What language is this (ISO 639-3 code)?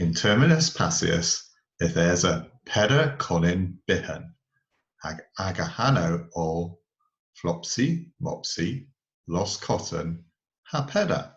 cor